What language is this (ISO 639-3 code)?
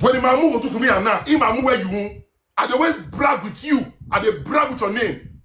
pcm